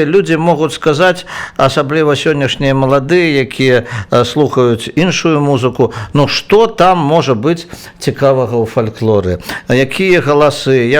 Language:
Belarusian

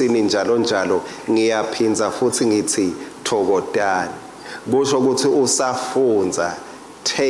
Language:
Swati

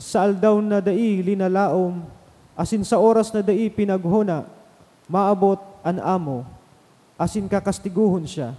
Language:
Bikol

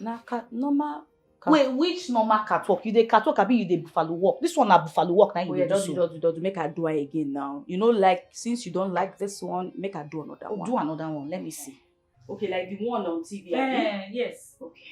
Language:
Nigerian Pidgin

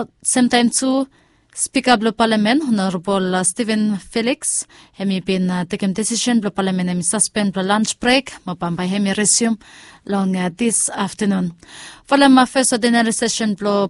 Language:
Bislama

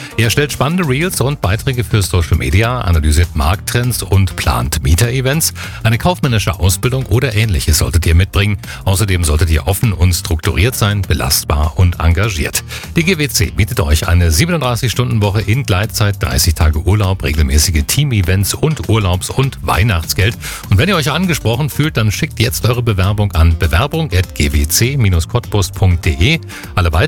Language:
German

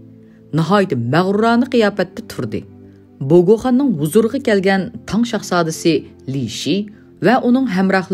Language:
Uyghur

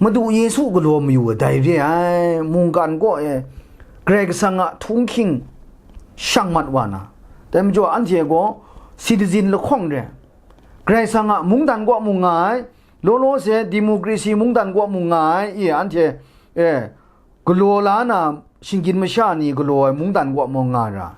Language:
Kachin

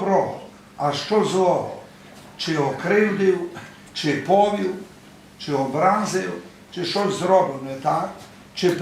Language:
Rusyn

